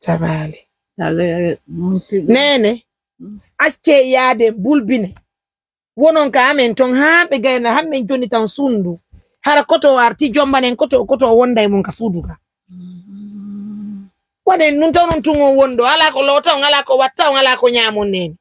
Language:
Pular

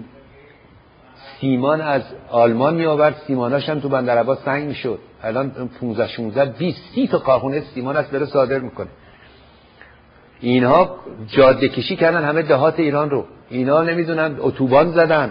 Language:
Persian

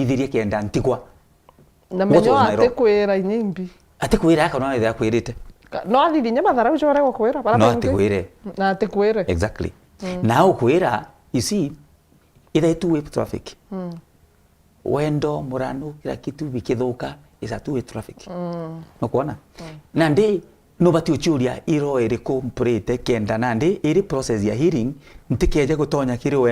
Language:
Meru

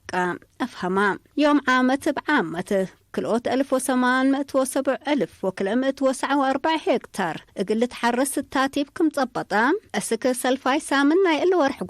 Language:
Tigre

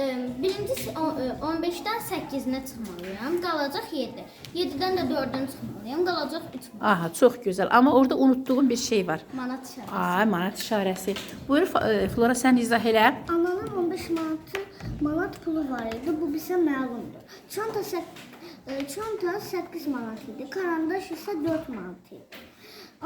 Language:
Azerbaijani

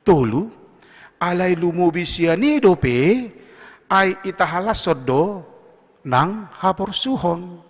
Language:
Batak Toba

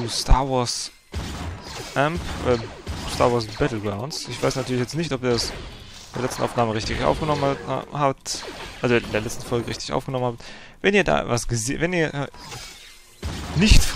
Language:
German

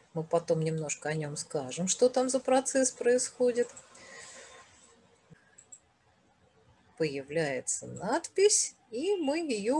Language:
Russian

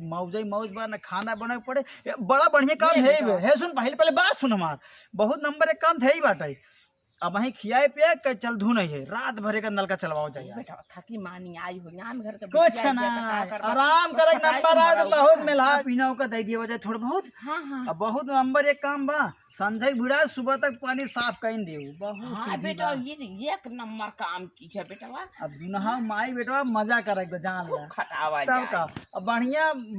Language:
Awadhi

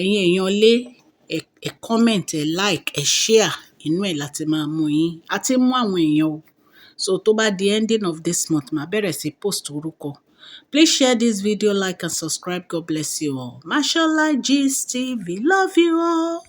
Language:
Yoruba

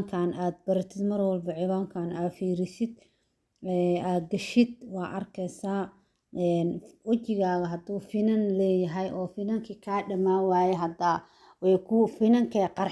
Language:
Somali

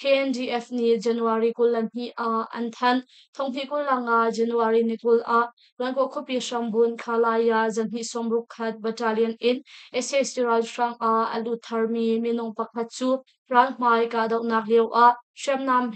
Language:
Hakha Chin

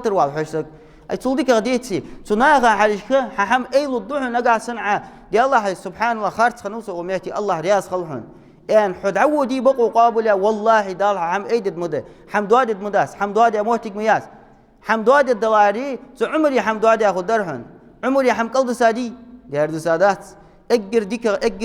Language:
Ingush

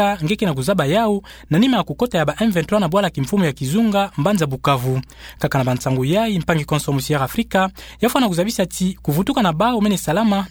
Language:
Kituba (Democratic Republic of Congo)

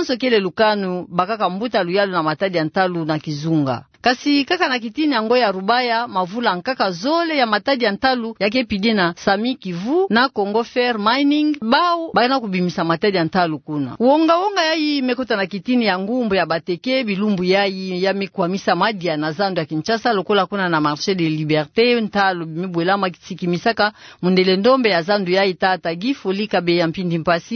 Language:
Kituba (Democratic Republic of Congo)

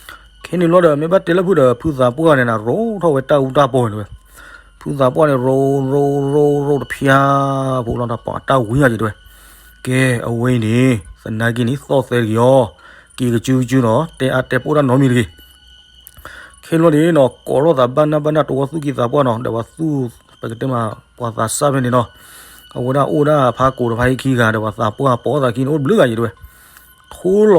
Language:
S'gaw Karen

